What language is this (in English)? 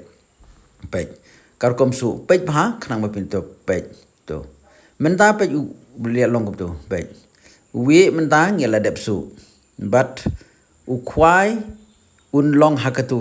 Khasi